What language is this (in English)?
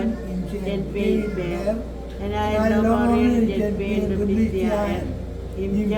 Marshallese